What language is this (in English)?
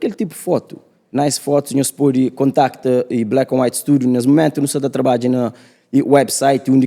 Kabuverdianu